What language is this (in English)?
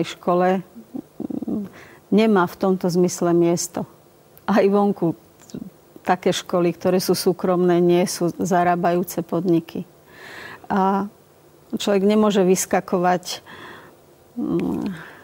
Slovak